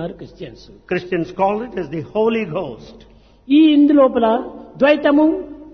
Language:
Telugu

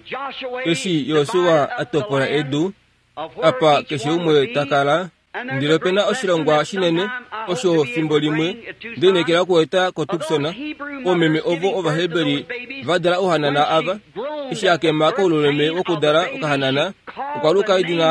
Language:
Kuanyama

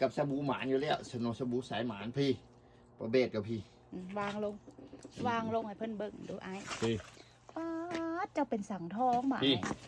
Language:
Northeastern Thai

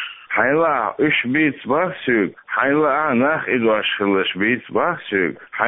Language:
Chechen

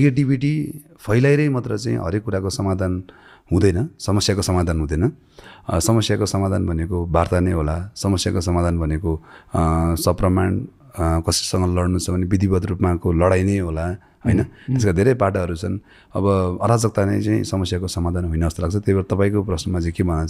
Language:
Nepali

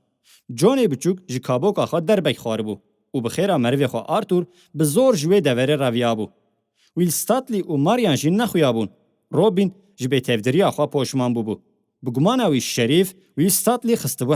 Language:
Kurdish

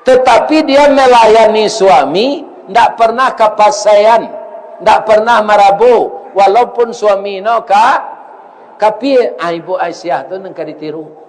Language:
Minangkabau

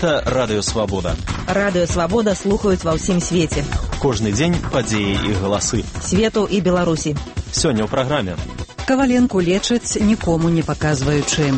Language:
Belarusian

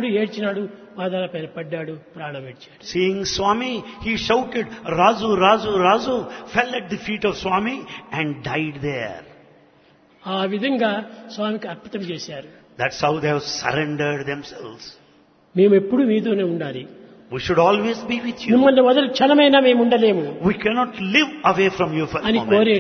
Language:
Telugu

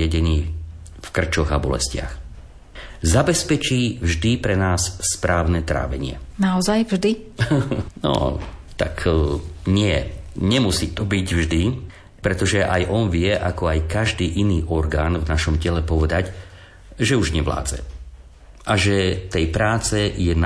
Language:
Slovak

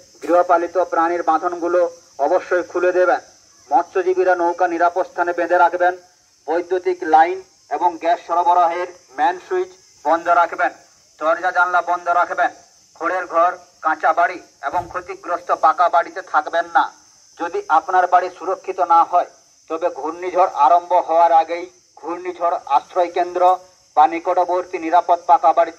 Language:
Bangla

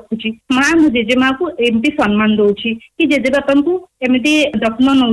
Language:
Odia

